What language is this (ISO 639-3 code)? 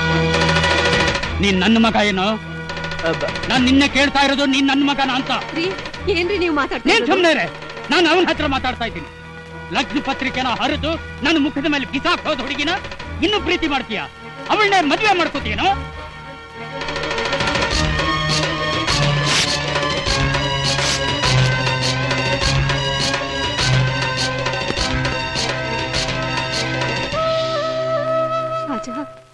kan